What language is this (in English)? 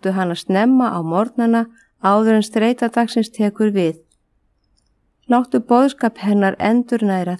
Icelandic